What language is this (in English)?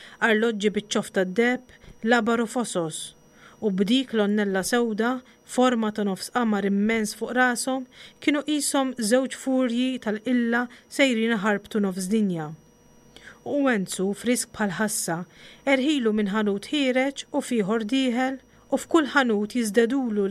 Maltese